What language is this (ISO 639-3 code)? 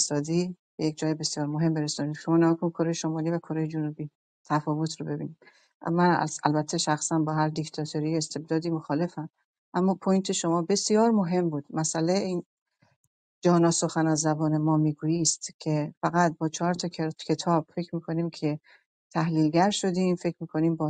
fas